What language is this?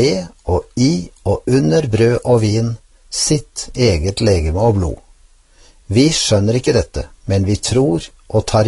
Norwegian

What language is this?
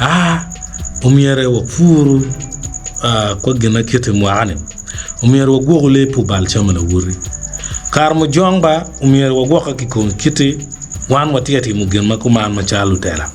Acoli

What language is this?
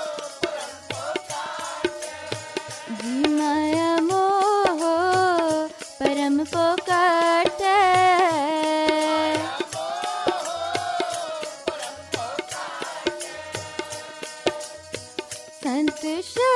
Hindi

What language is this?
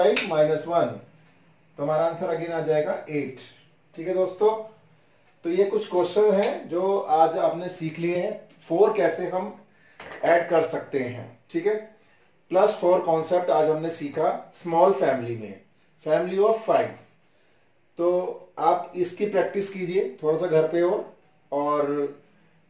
Hindi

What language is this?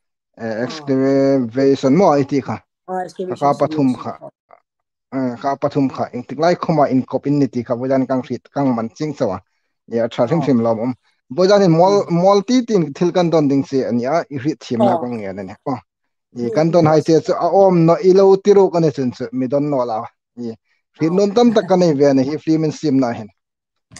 Hmar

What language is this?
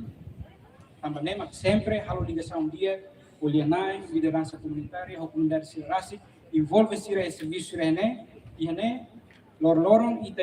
Tetum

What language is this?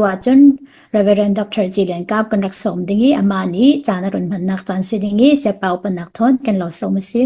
Hakha Chin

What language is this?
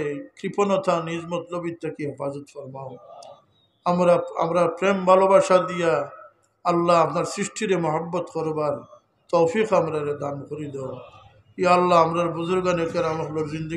Sylheti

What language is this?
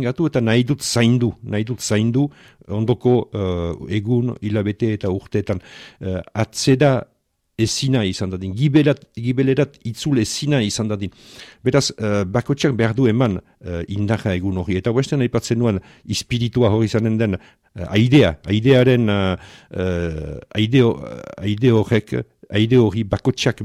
Basque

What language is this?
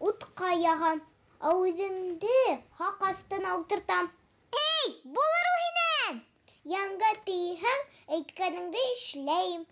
Bashkir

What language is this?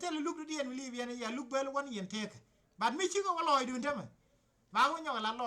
Nuer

